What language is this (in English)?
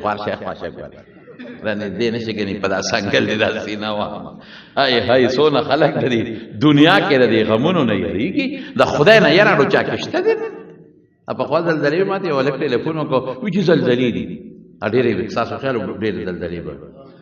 Pashto